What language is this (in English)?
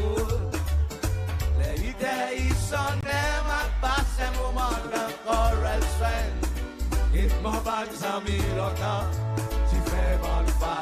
Seselwa Creole French